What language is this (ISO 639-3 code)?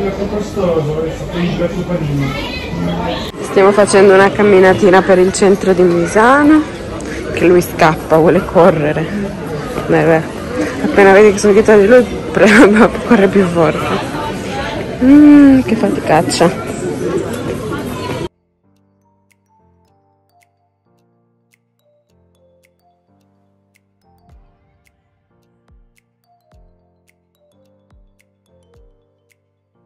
ita